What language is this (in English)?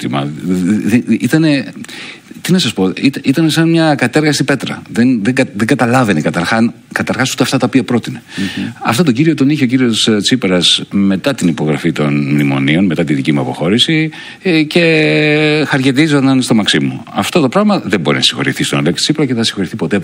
Greek